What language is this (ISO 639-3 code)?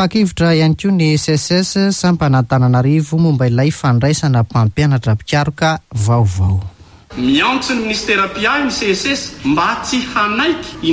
mlg